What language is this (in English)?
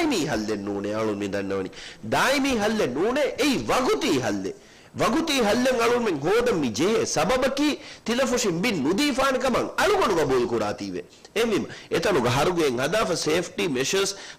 Divehi